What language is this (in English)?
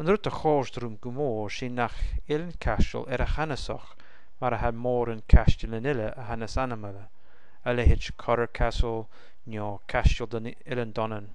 Scottish Gaelic